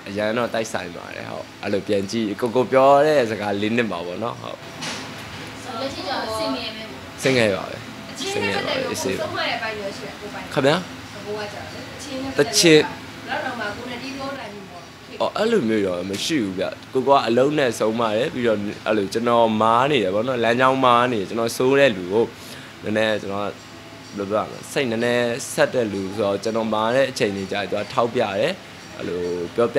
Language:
Burmese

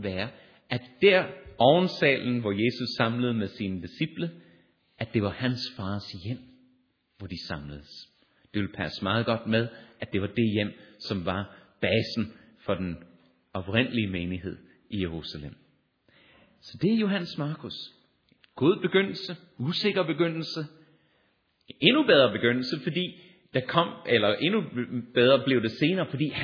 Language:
Danish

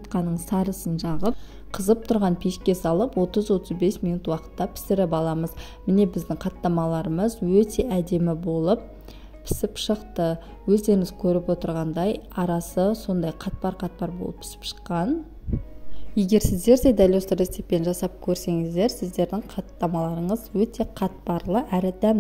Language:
Kazakh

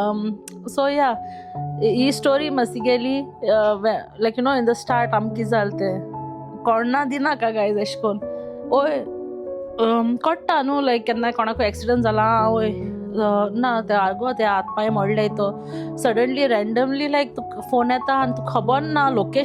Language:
Konkani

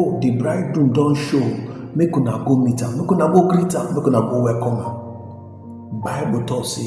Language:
Nigerian Pidgin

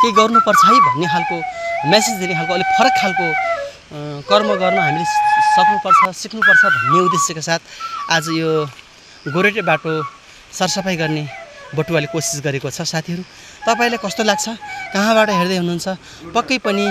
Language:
Nepali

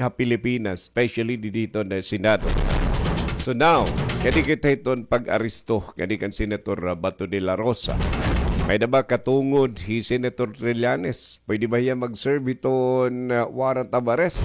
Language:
Waray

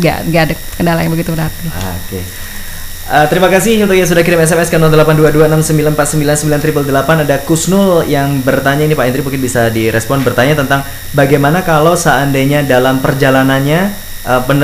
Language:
Indonesian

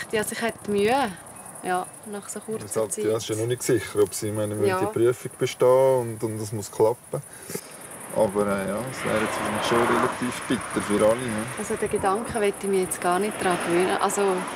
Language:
Swiss German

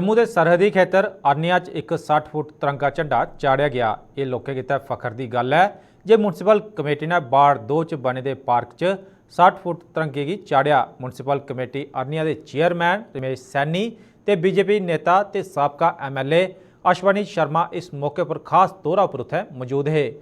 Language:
Dogri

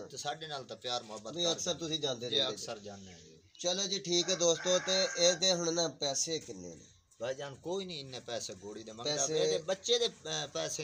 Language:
Punjabi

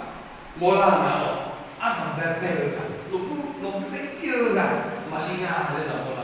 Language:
Akha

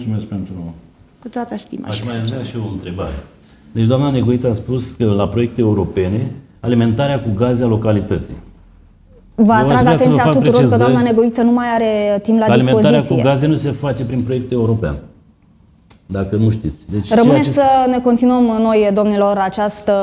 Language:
Romanian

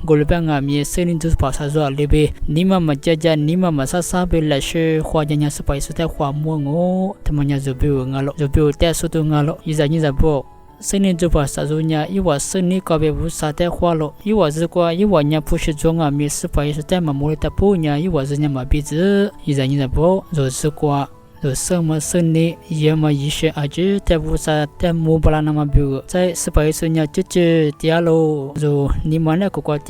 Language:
Lisu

